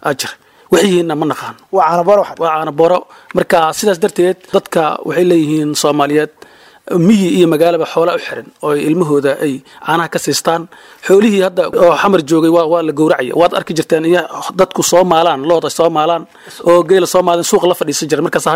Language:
Somali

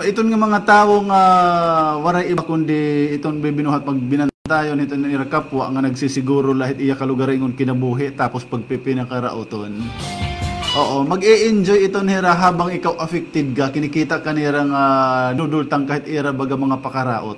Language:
Waray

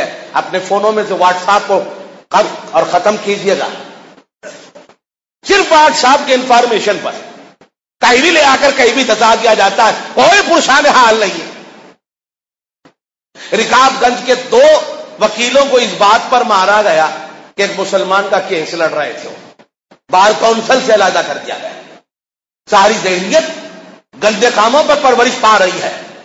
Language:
Urdu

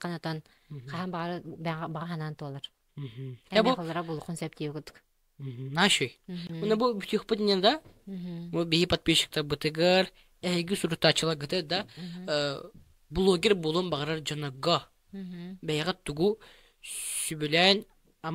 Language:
Yakut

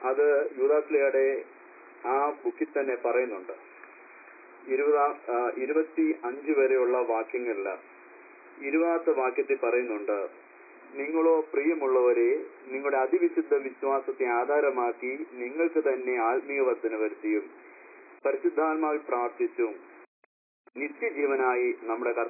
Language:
Malayalam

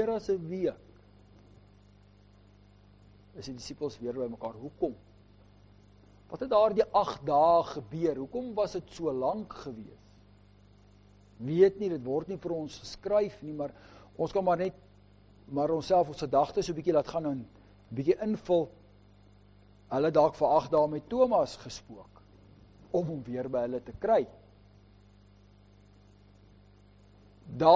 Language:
Afrikaans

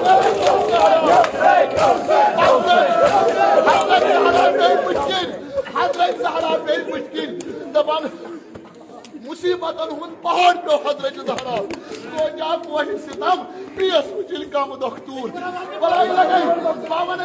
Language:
Kashmiri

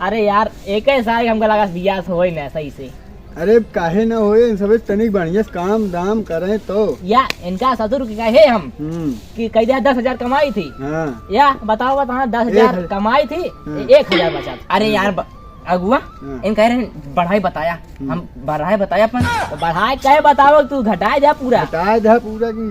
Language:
Awadhi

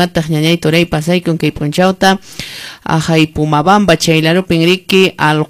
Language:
Quechua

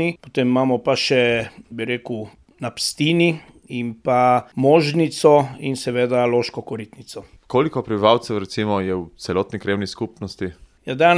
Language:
Slovenian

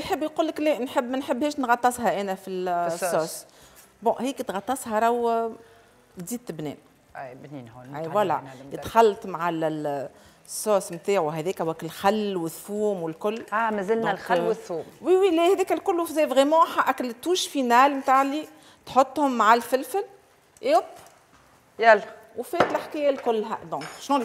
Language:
Tunisian Arabic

